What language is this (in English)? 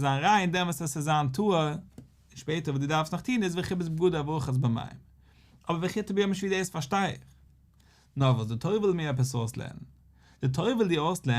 Yiddish